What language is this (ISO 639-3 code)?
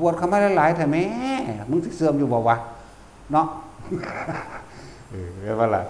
lao